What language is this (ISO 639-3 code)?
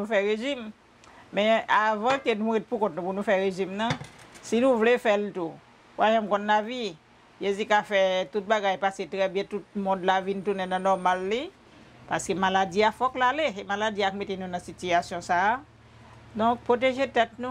hat